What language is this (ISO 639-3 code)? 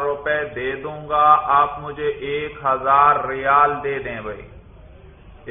urd